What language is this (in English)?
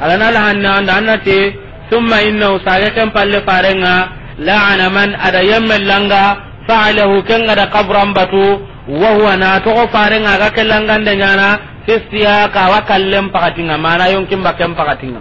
Soninke